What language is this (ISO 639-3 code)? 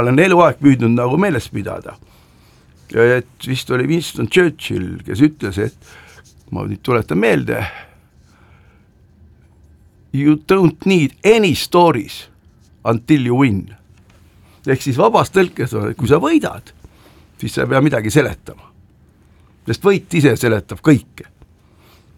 est